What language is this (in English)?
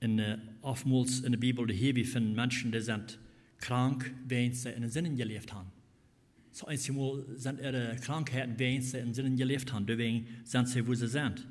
Plautdietsch